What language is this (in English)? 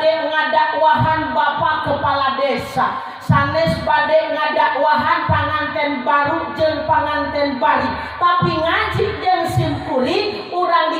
Sundanese